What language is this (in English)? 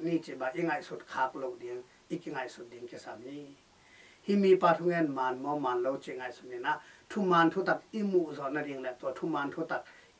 Tedim Chin